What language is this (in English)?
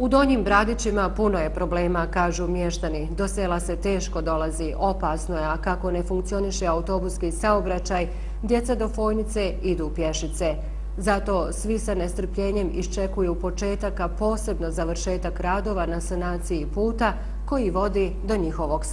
Bosnian